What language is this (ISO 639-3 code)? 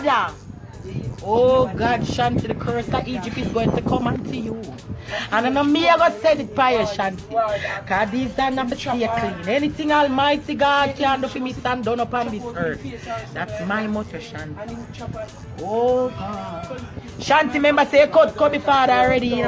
jam